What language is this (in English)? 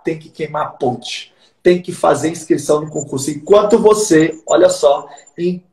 Portuguese